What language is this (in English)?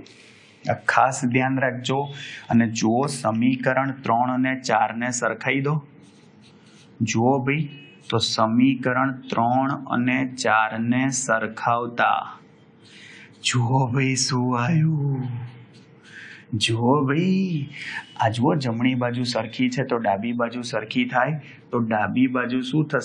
Gujarati